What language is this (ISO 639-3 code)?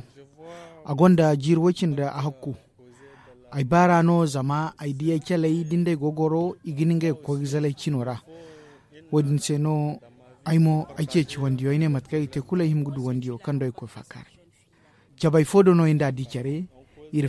dje